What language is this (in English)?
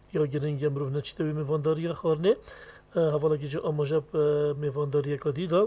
Kurdish